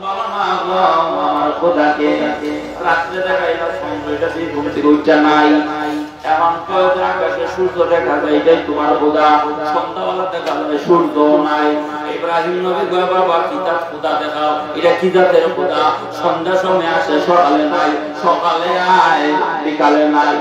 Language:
Sylheti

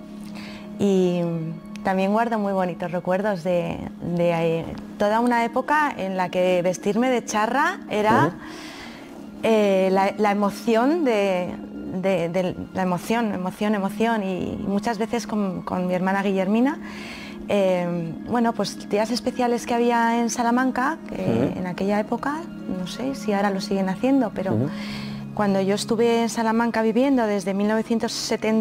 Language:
Spanish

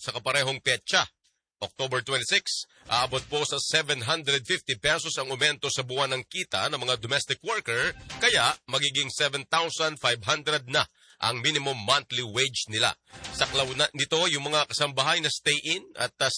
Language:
Filipino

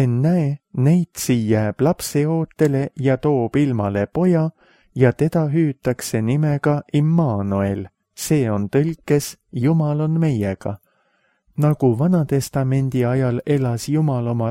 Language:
Estonian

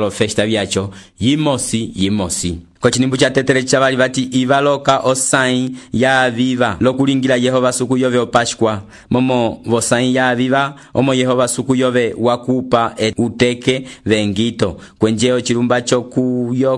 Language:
Umbundu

